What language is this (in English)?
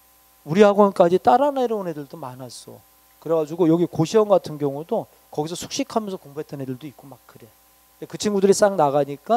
Korean